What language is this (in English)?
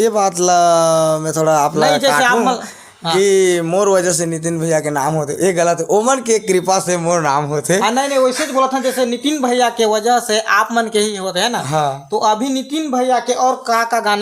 Chhattisgarhi